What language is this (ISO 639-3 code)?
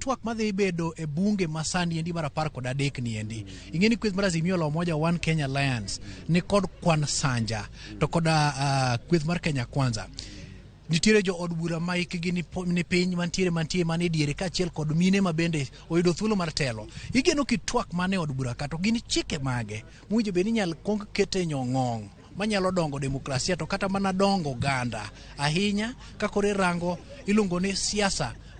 luo